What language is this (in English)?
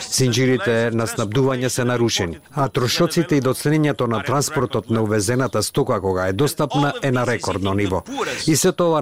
Macedonian